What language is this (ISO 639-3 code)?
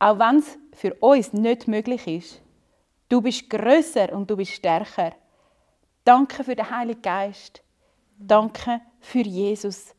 gsw